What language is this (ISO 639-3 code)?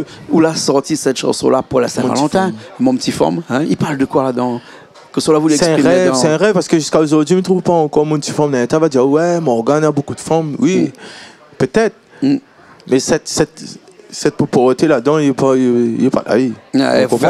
rcf